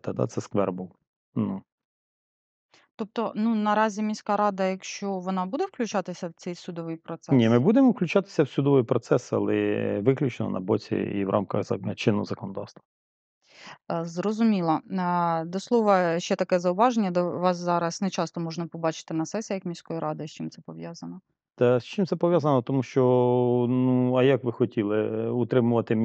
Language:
Ukrainian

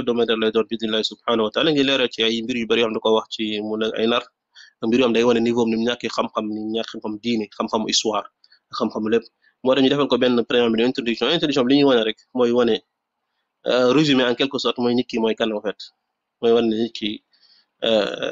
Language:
Wolof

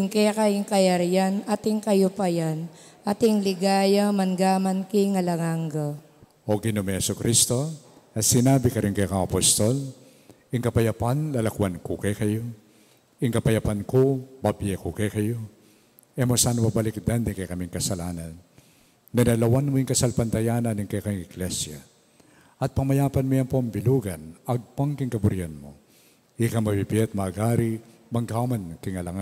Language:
Pampanga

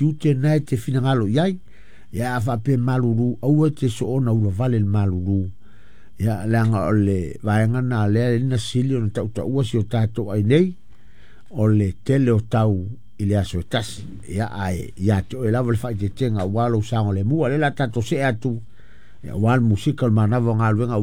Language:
Samoan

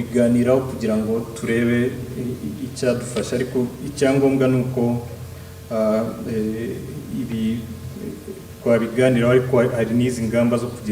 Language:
Kinyarwanda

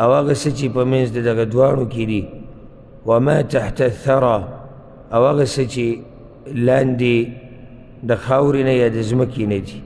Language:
Pashto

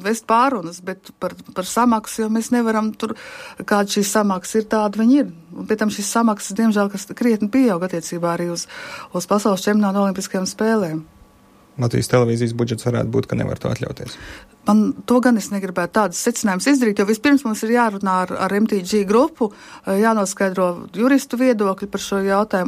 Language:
Latvian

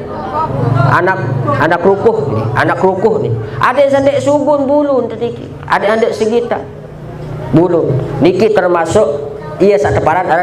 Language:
Sasak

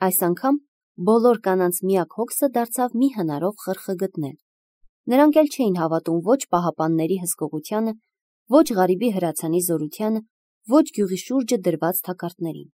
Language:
Armenian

